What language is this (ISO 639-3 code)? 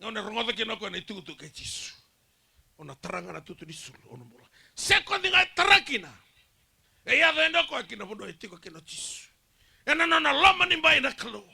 fij